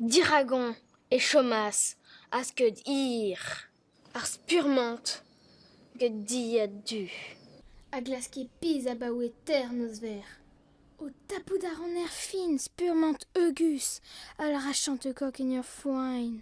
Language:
Breton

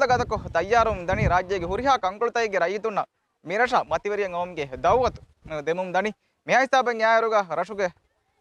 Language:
Divehi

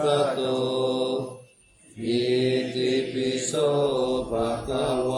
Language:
Pali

